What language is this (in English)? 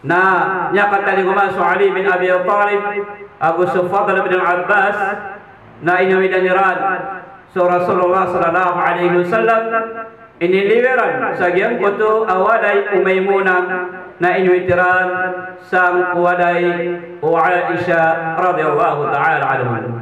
Maranao